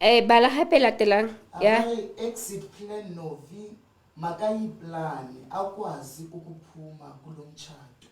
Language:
Southern Sotho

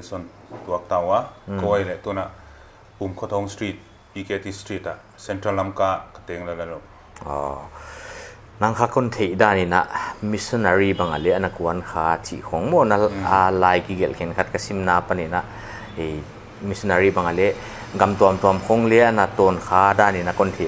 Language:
Paite Chin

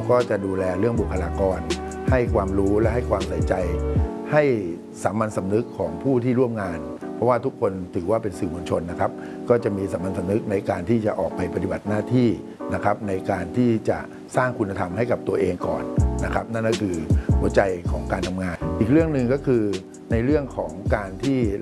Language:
Thai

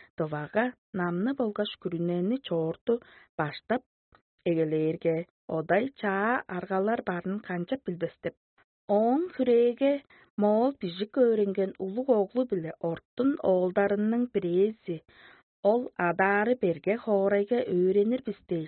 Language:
Tuvinian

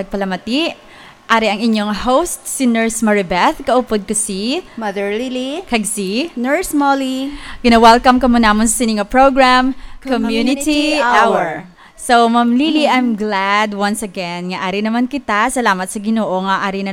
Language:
Hiligaynon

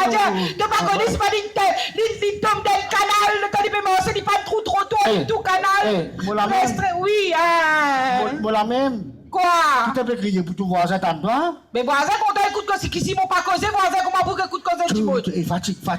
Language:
Morisyen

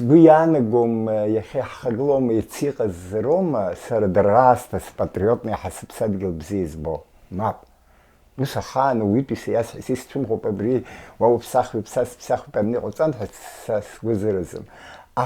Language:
Abkhazian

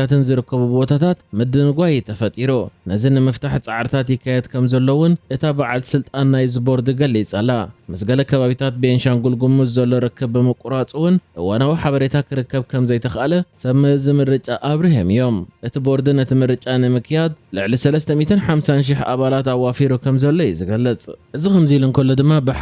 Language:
Tigrinya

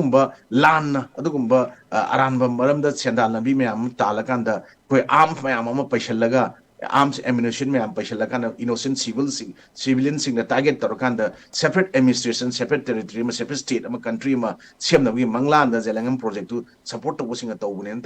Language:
Manipuri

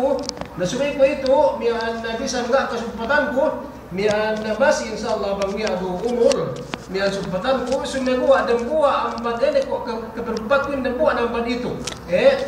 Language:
Yakan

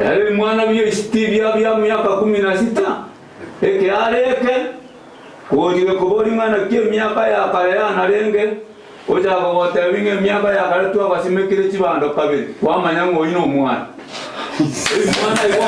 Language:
Gusii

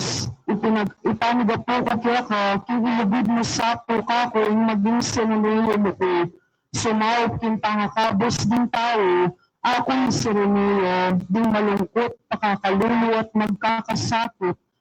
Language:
Pampanga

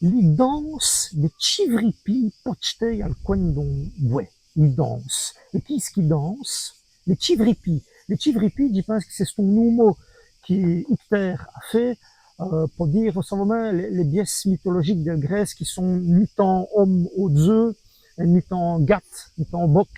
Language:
Walloon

